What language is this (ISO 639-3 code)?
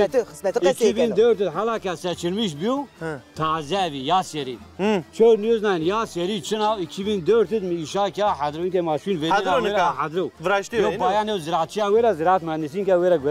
zza